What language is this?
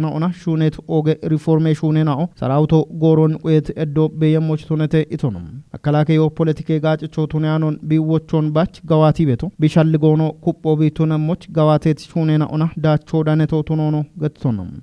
Kafa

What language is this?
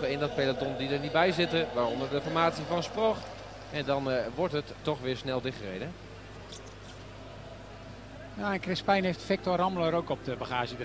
Dutch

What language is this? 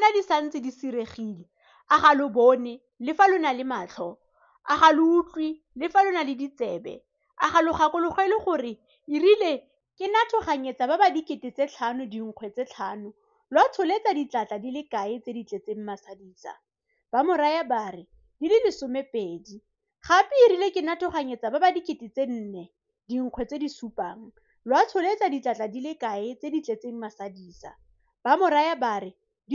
Tswana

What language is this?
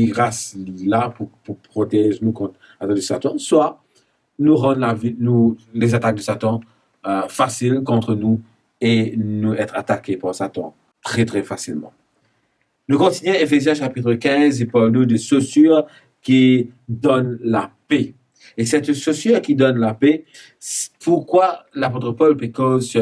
Morisyen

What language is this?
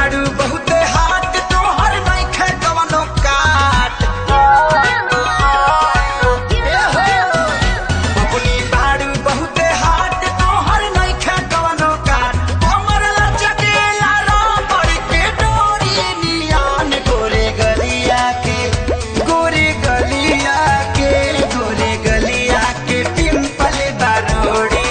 Bhojpuri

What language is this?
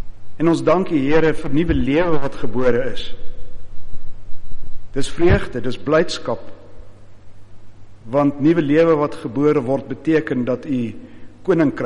Afrikaans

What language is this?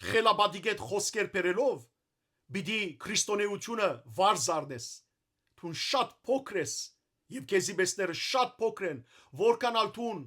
Western Armenian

